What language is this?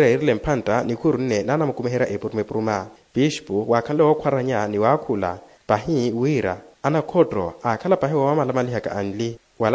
Makhuwa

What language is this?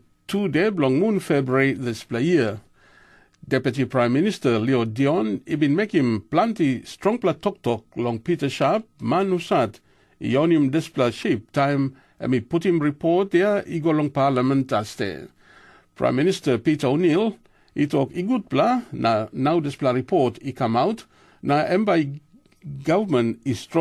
Tok Pisin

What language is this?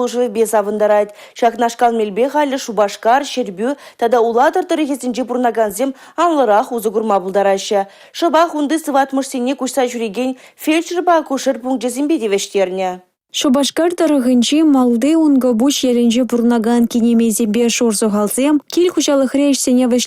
Chuvash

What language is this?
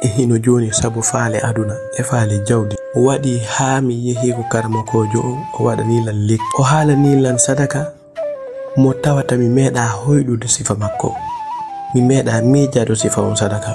Fula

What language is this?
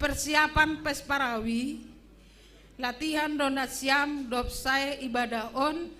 Batak Simalungun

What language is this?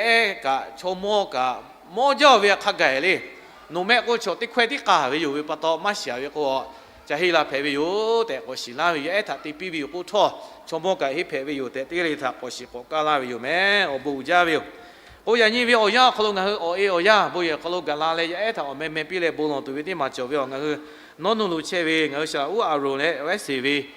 Lahu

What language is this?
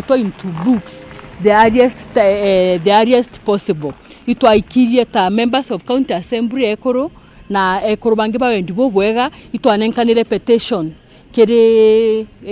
Meru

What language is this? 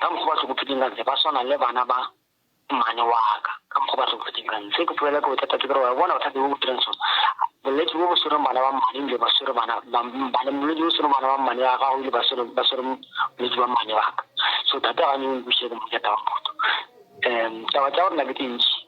Northern Sotho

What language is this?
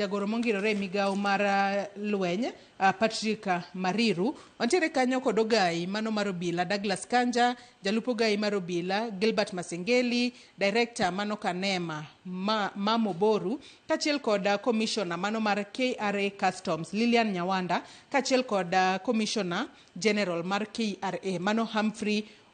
Luo (Kenya and Tanzania)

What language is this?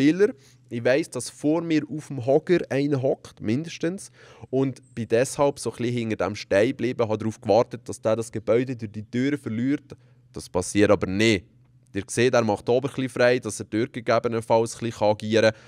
Swiss German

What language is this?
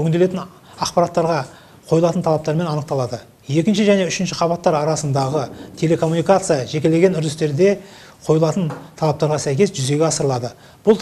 Kazakh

